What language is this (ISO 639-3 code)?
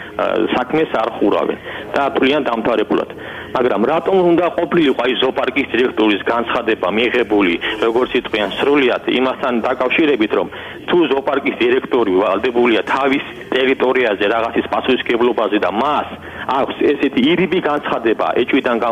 kat